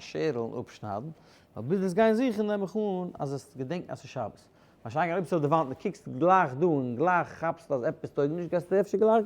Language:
Yiddish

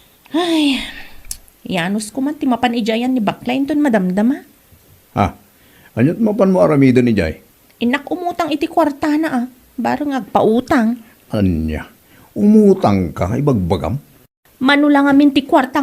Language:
Iloko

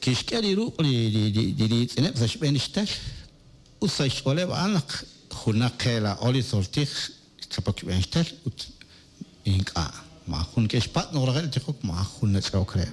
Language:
Kekchí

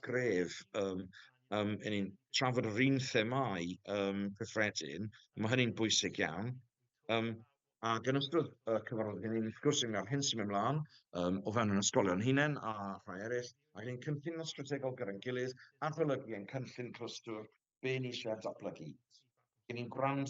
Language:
Welsh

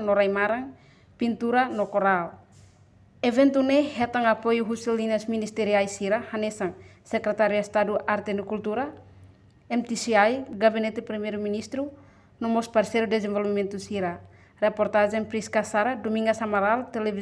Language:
Tetum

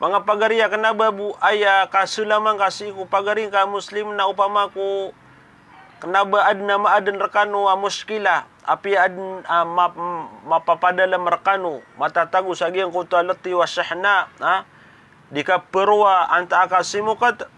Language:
Maranao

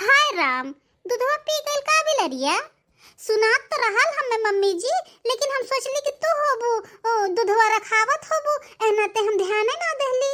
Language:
Bhojpuri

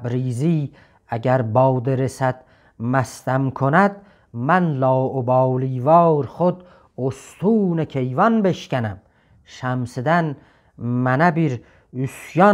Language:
South Azerbaijani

